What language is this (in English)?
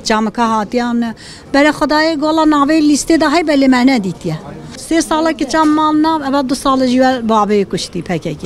Kurdish